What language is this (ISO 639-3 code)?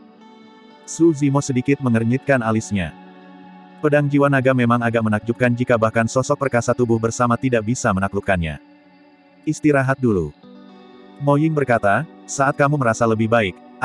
ind